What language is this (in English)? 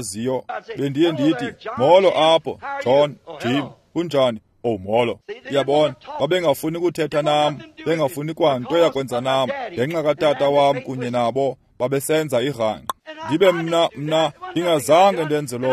Xhosa